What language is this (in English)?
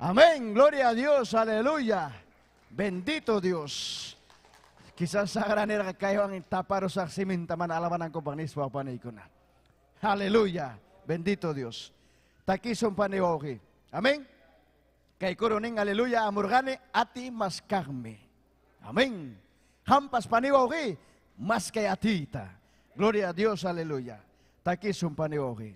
Ayacucho Quechua